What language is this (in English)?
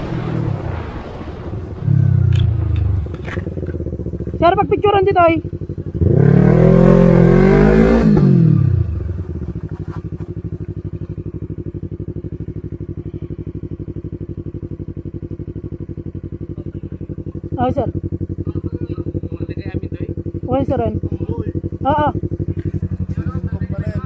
Filipino